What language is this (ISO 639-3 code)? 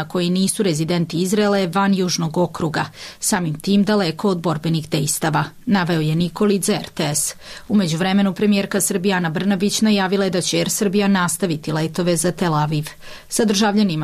srp